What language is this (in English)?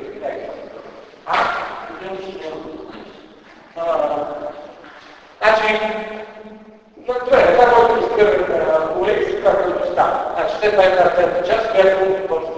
Bulgarian